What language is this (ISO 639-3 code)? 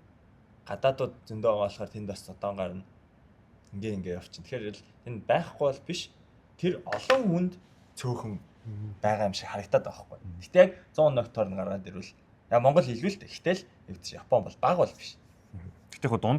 mon